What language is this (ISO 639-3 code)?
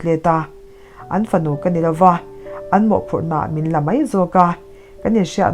lus